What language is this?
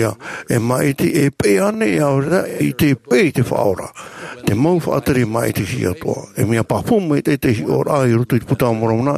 Tahitian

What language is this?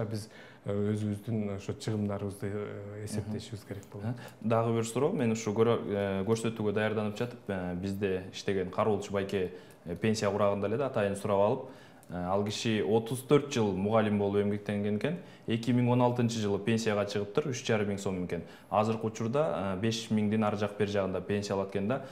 Kyrgyz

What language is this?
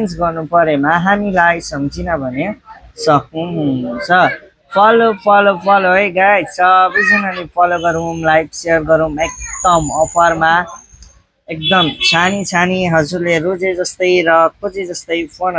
Nepali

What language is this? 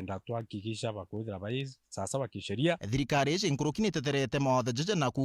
Meru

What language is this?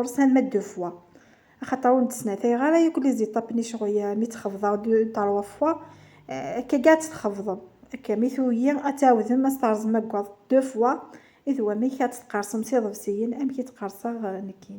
Kabyle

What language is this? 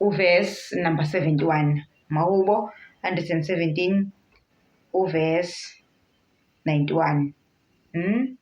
Zulu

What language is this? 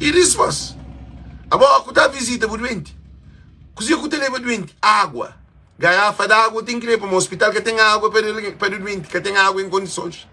Kabuverdianu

